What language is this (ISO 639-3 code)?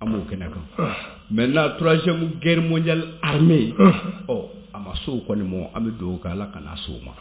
bam